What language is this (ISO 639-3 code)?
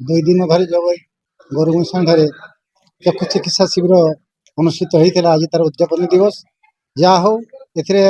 ori